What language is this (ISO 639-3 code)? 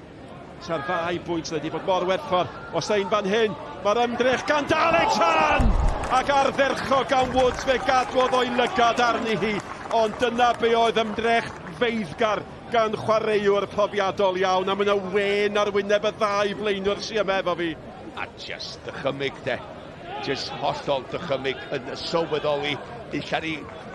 cym